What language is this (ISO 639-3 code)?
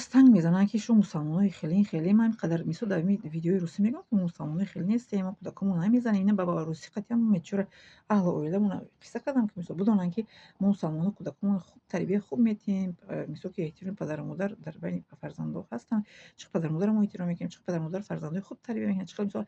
tgk